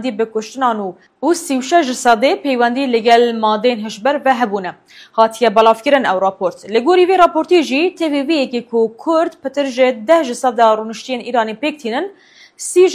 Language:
Kurdish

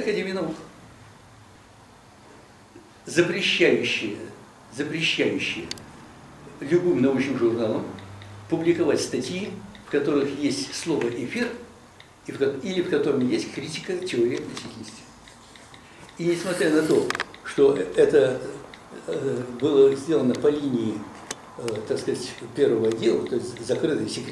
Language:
Russian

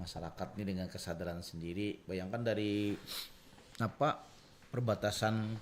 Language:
Banjar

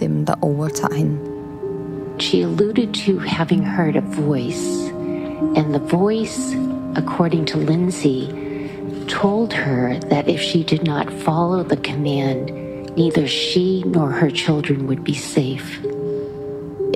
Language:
Danish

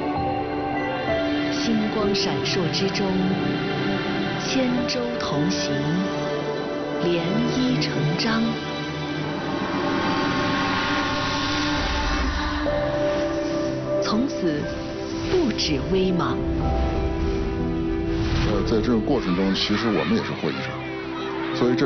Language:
Chinese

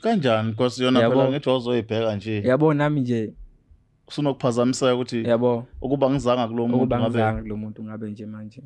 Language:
Zulu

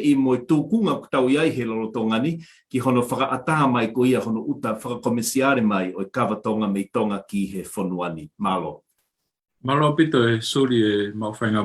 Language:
Tongan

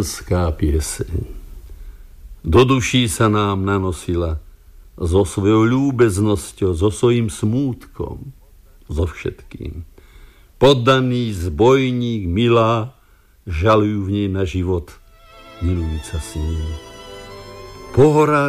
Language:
Slovak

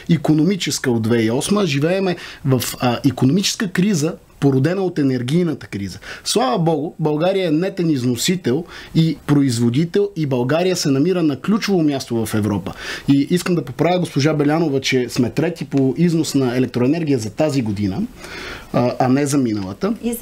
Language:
Bulgarian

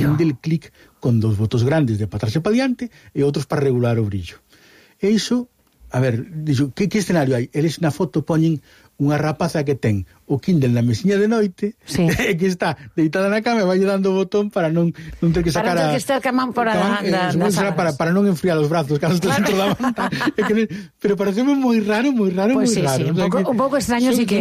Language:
Galician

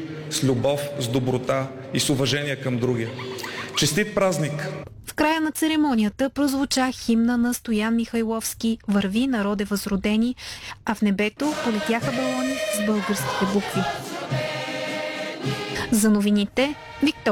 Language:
Bulgarian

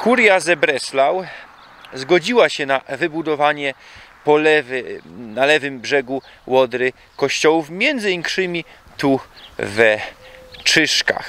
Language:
Silesian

